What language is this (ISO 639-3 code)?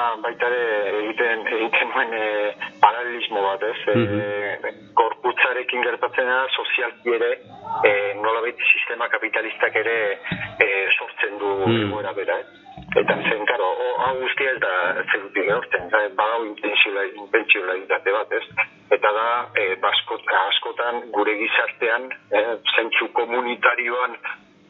eus